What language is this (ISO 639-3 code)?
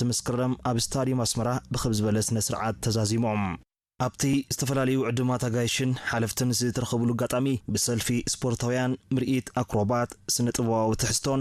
tir